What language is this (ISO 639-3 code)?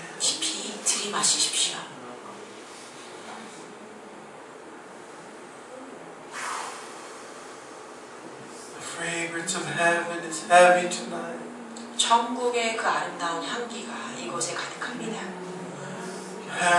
kor